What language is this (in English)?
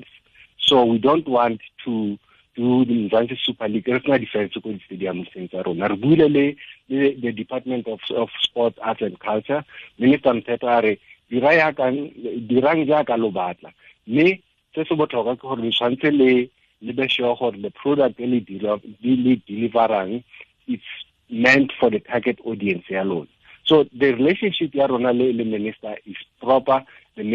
Tswana